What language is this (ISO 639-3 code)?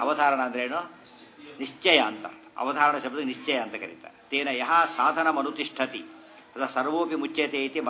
kan